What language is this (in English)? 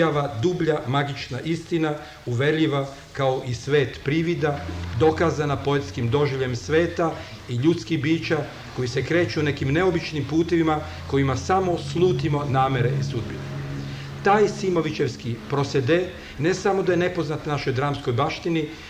Serbian